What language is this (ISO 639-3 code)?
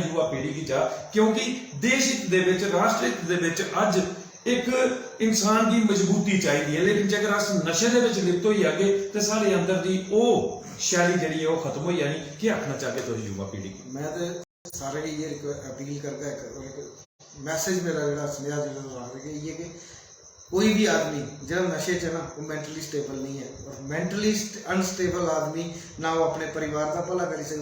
doi